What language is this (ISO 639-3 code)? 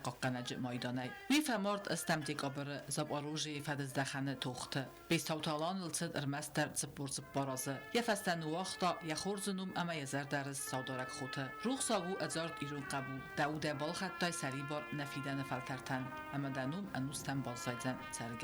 oss